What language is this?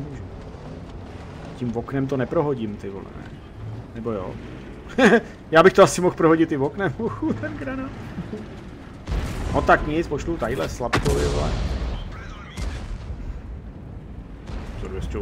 Czech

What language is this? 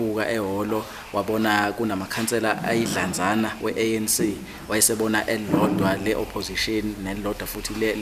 Zulu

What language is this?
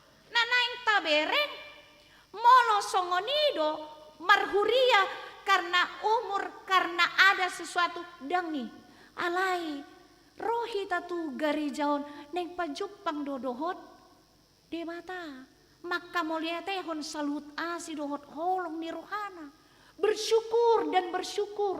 Batak Toba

